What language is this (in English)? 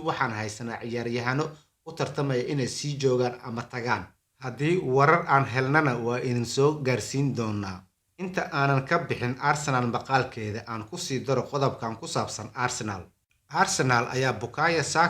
Somali